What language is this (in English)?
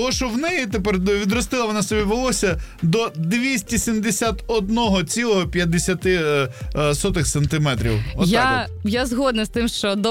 Ukrainian